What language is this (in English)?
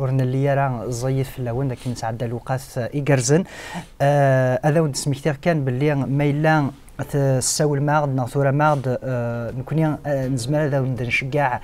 Kabyle